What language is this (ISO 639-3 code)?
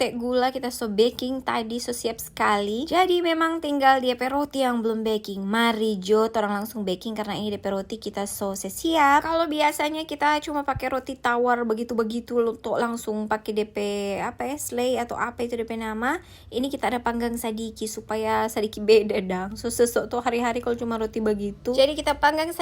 xmm